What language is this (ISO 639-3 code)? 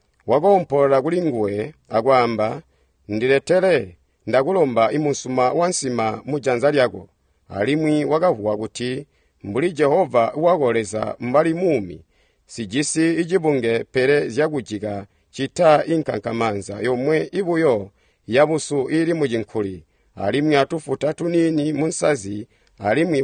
toi